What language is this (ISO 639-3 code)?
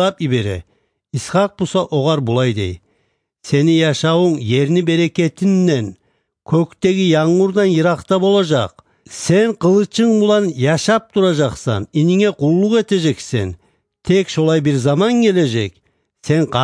kum